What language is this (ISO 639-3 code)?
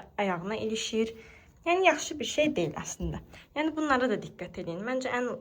aze